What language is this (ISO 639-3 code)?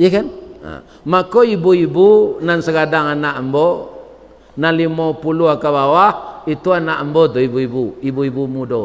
min